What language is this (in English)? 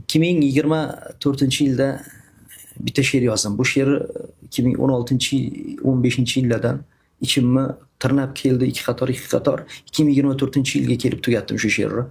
Uzbek